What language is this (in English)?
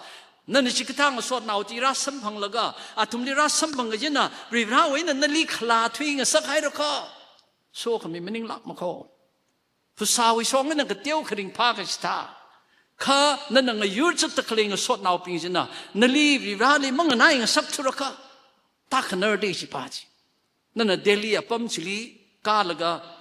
Tangkhul Naga (India)